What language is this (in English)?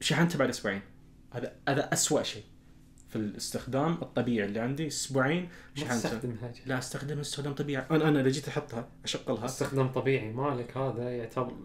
Najdi Arabic